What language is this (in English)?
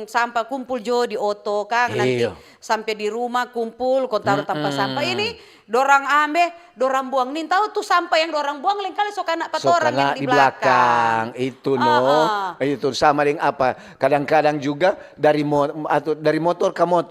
Manado Malay